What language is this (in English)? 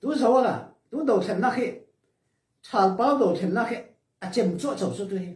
Hakha Chin